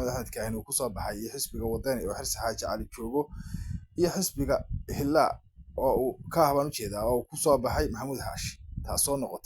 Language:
Somali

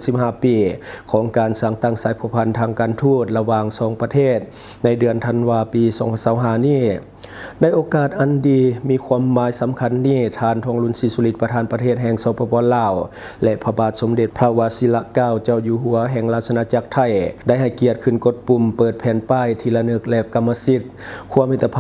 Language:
Lao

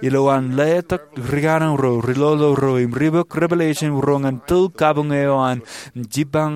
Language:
Marshallese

